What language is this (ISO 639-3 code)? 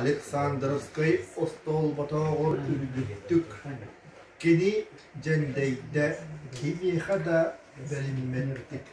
sah